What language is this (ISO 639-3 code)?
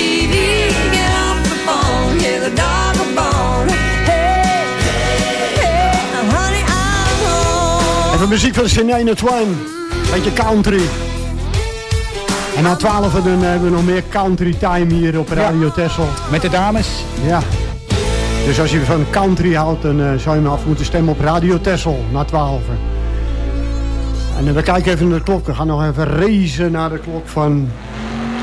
nld